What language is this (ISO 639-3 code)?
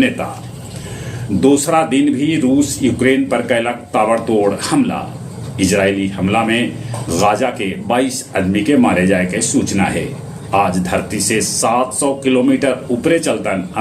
mag